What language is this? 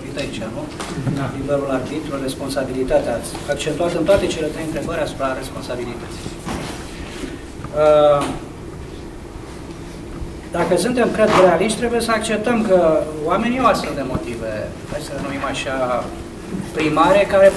Romanian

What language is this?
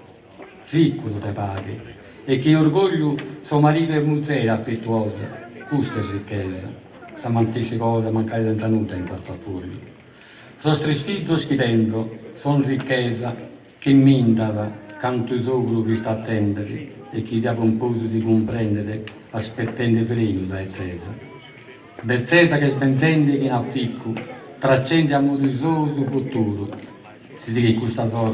Sardinian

